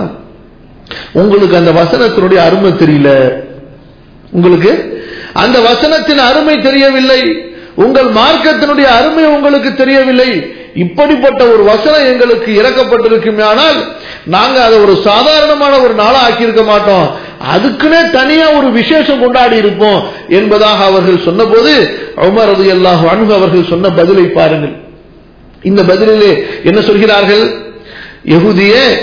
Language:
Tamil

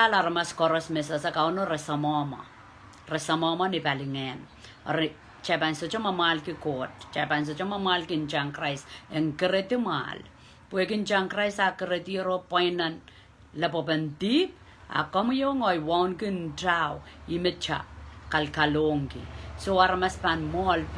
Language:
Pohnpeian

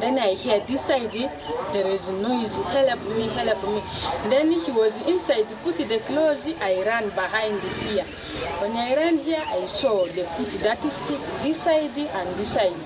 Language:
Nyankole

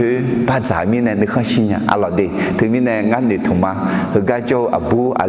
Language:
Akha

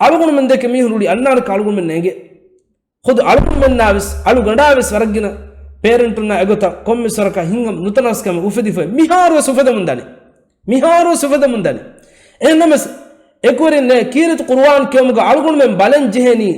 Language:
Divehi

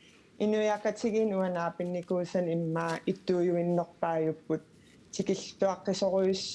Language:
Kalaallisut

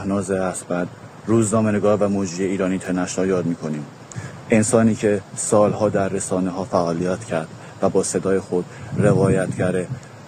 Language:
Persian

